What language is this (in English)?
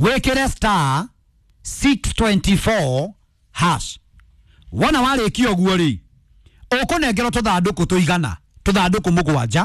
Kikuyu